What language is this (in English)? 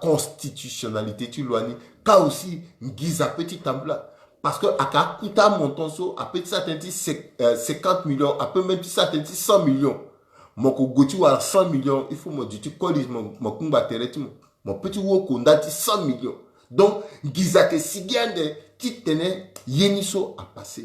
Sango